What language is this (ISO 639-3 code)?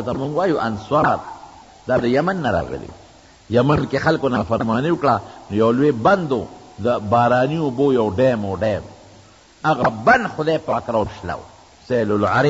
pus